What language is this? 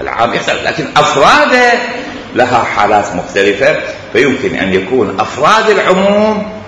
Mesopotamian Arabic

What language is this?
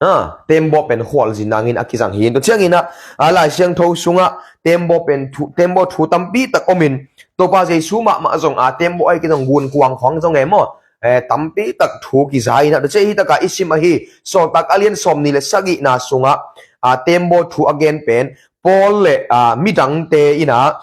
Tedim Chin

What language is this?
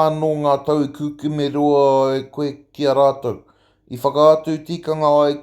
Māori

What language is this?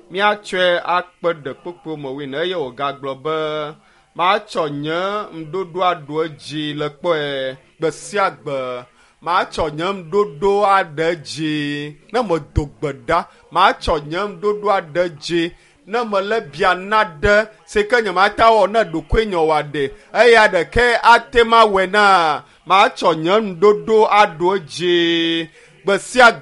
Ewe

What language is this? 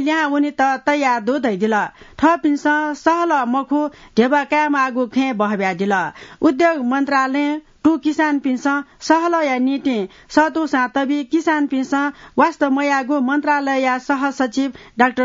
Newari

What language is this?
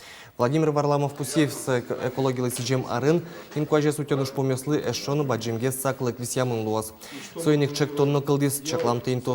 Udmurt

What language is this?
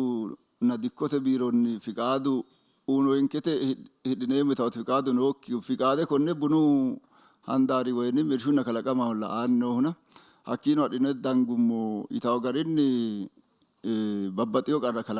Sidamo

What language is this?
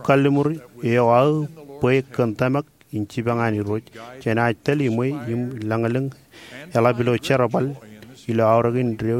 Marshallese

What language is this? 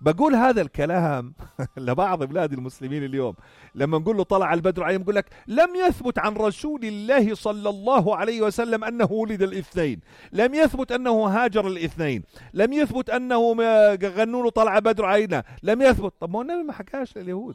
North Levantine Arabic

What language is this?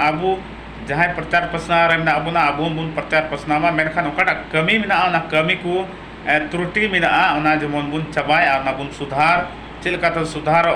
Santali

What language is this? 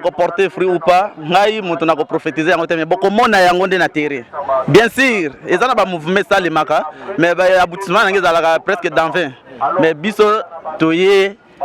Lingala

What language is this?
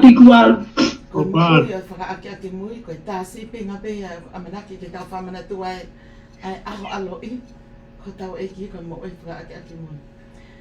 Tongan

